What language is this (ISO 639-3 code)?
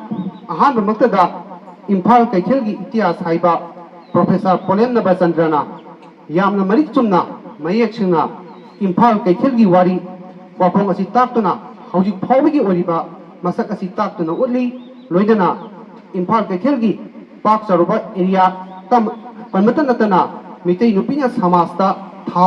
mni